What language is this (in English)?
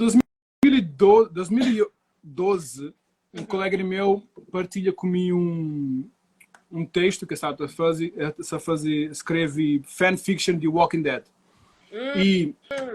Kabuverdianu